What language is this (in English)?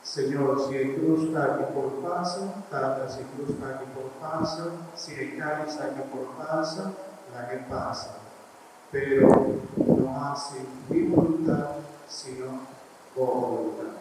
Papiamento